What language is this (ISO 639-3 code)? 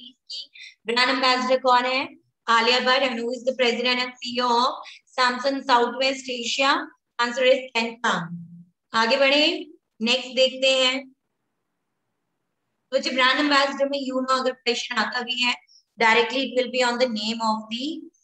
hin